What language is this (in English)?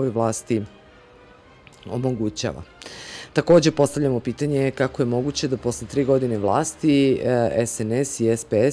Serbian